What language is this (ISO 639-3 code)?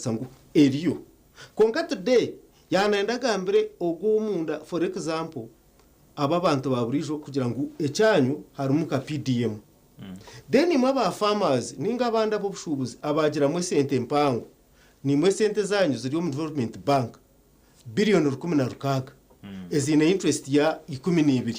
nyn